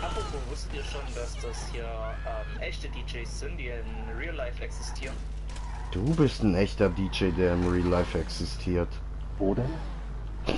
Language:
Swiss German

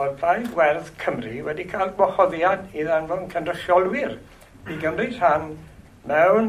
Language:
Welsh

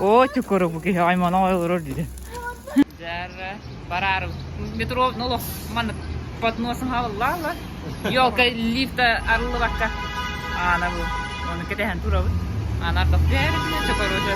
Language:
Yakut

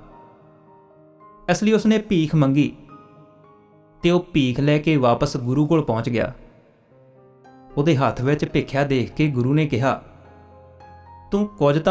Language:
Punjabi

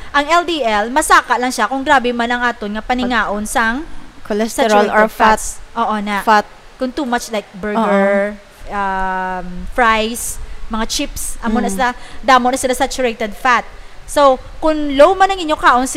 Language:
Hiligaynon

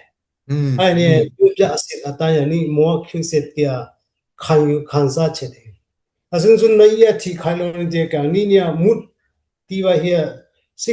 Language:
Dimasa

